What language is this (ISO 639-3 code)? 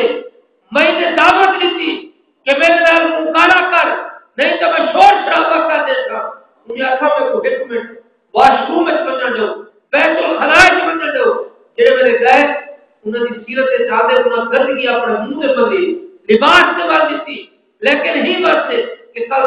skr